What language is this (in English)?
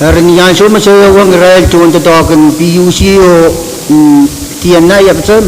Pohnpeian